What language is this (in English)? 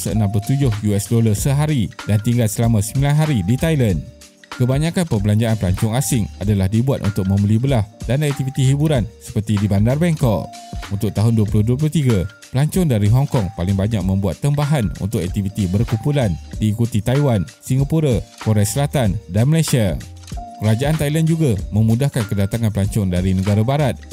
Malay